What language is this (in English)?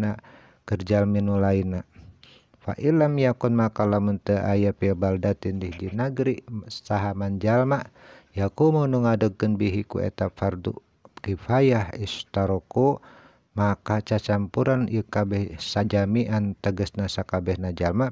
Sundanese